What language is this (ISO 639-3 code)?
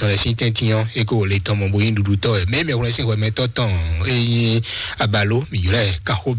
fon